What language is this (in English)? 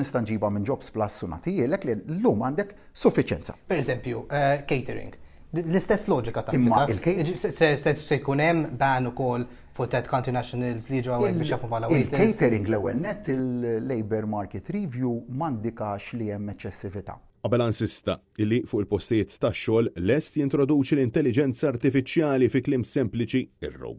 Maltese